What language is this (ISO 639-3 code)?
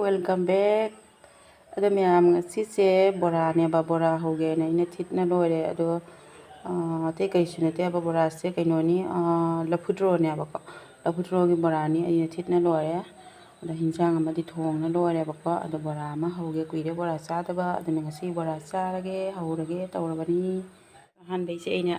mni